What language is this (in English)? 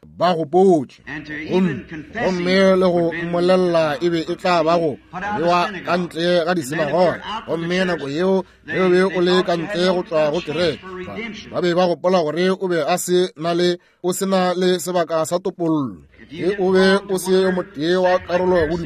Northern Sotho